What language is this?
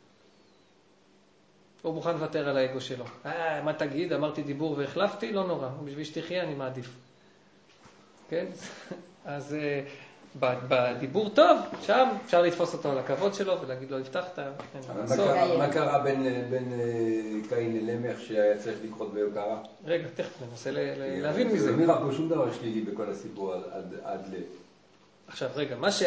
Hebrew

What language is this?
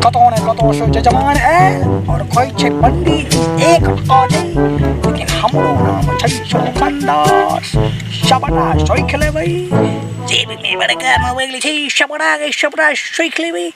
Maithili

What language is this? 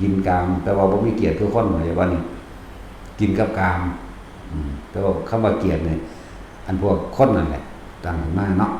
Northeastern Thai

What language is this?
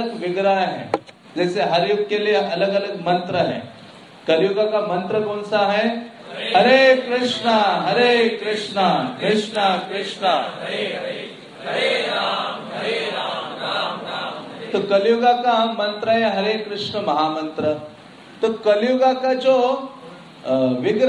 Hindi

